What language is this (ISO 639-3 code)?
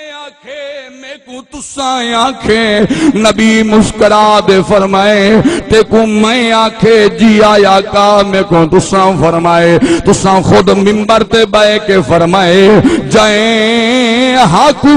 skr